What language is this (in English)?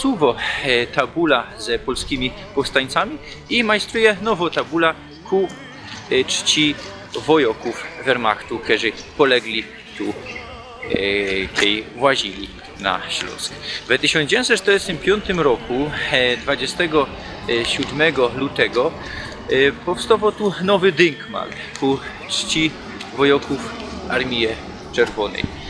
Silesian